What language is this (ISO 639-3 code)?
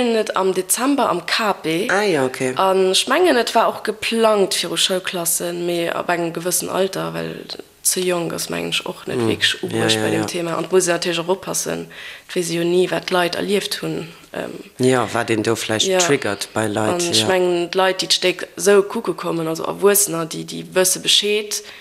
ltz